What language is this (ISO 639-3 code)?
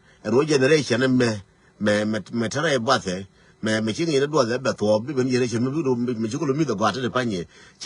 nus